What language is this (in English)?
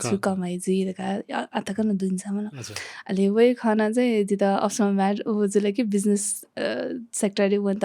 Newari